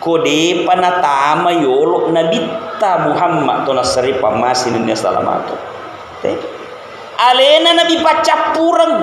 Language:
Buginese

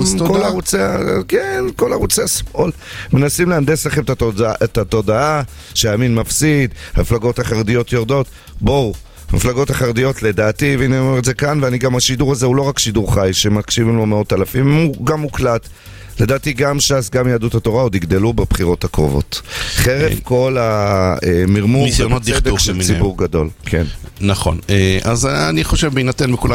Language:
Hebrew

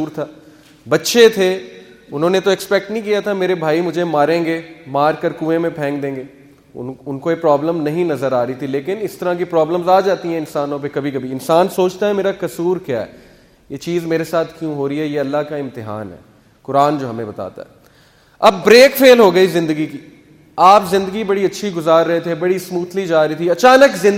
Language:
Urdu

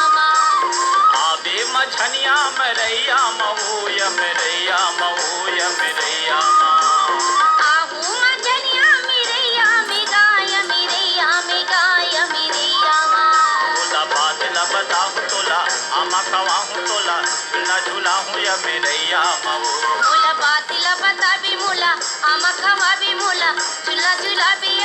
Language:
Chhattisgarhi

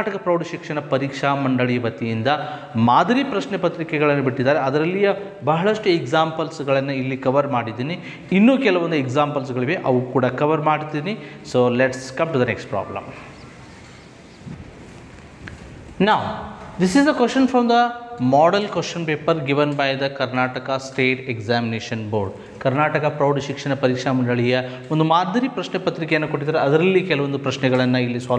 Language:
Kannada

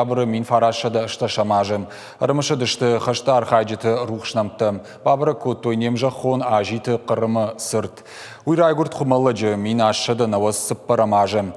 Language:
Ossetic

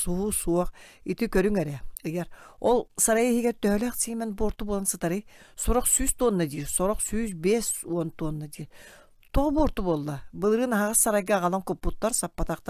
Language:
Yakut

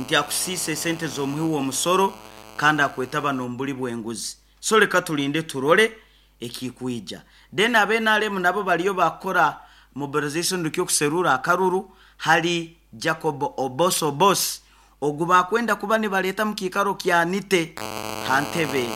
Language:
Nyoro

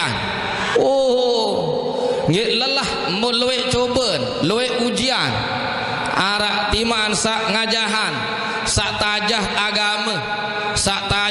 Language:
Sasak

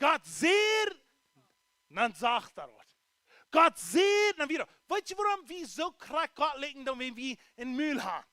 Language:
Plautdietsch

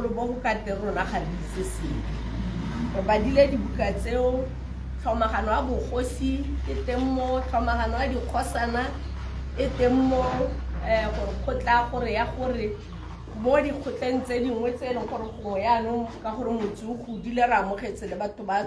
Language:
Tswana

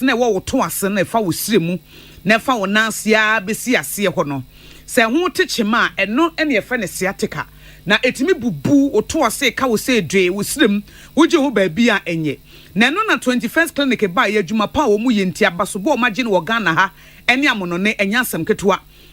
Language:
Akan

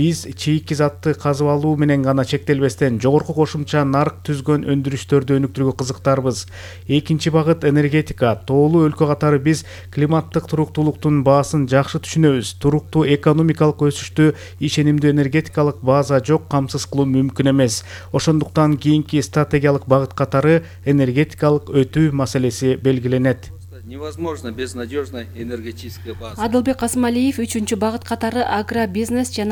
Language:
Kyrgyz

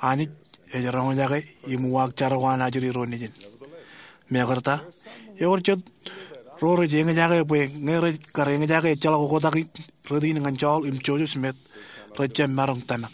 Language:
Marshallese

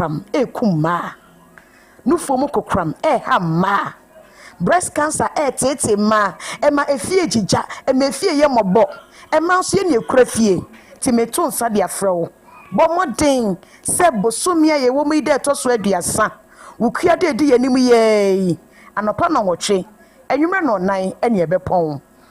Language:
Akan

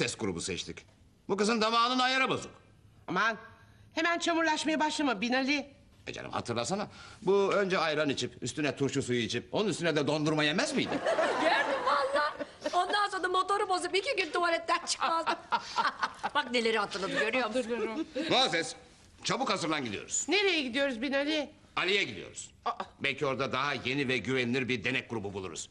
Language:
Turkish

